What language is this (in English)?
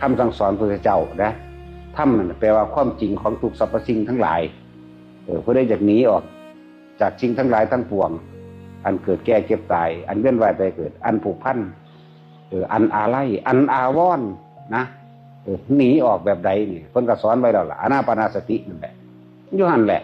Northeastern Thai